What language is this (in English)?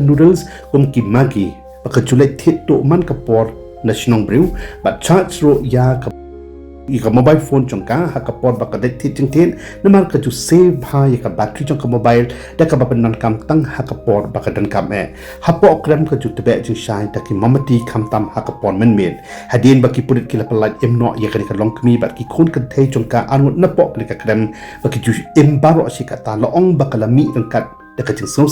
Khasi